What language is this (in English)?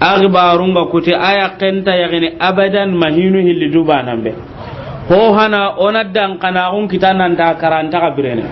Soninke